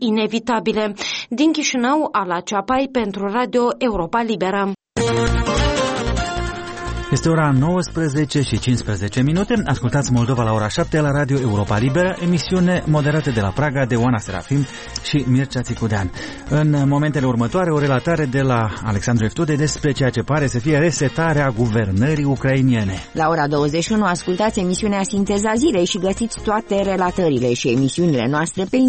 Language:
Romanian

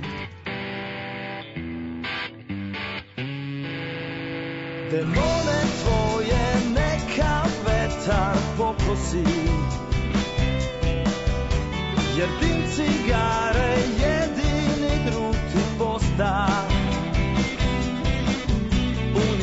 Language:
Serbian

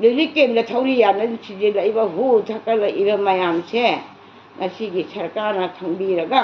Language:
Manipuri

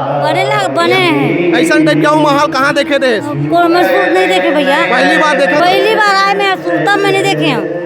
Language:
Chhattisgarhi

